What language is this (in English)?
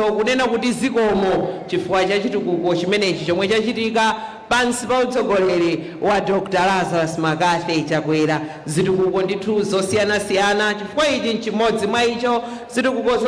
Nyanja